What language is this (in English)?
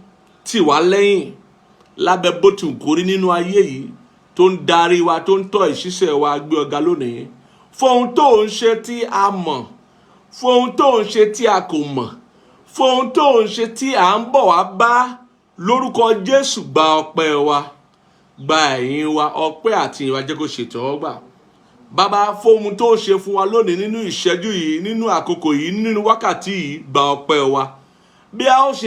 Yoruba